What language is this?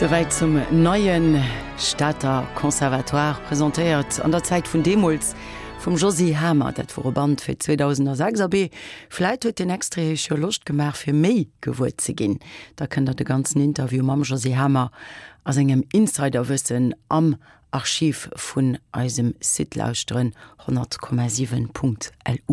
Luxembourgish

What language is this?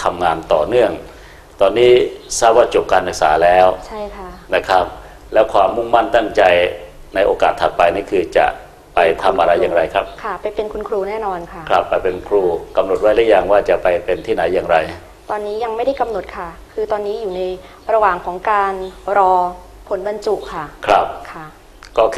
Thai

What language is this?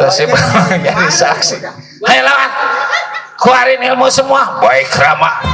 Betawi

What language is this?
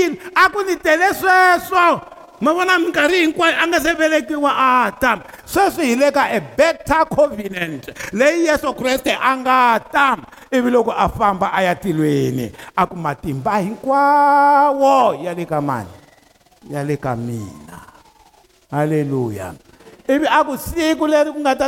Tsonga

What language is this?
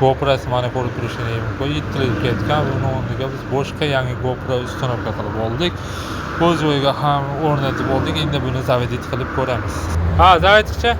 Uzbek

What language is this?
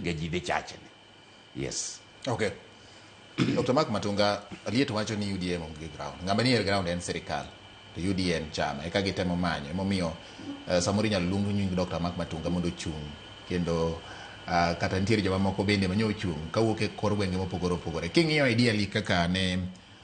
Luo (Kenya and Tanzania)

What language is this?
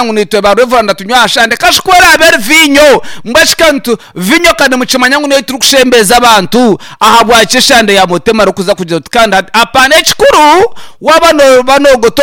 Nyankole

